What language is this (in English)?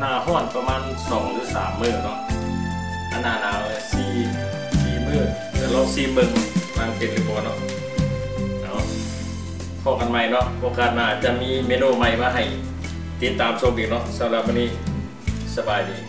Lao